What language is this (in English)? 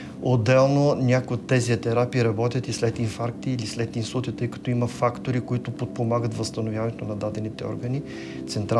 Bulgarian